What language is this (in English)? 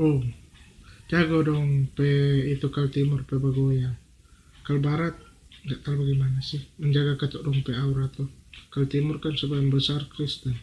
Manado Malay